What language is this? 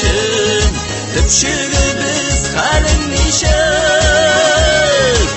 Tatar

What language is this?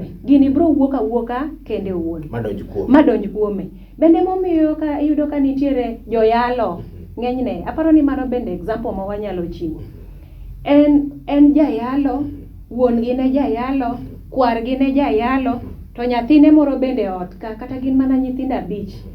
Luo (Kenya and Tanzania)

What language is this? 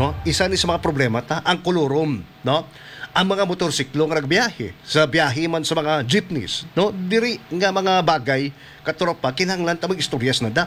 Hiligaynon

